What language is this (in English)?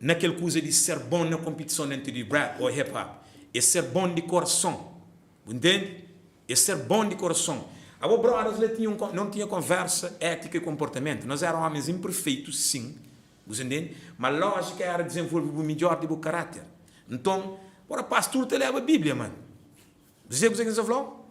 Kabuverdianu